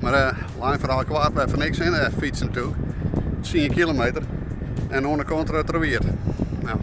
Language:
Western Frisian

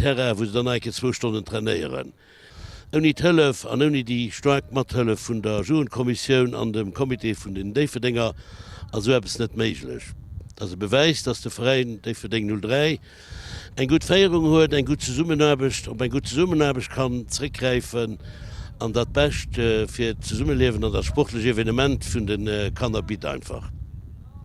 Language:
Luxembourgish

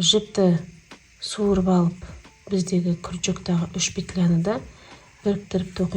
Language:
Kazakh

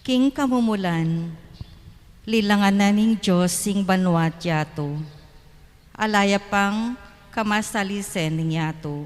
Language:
Pampanga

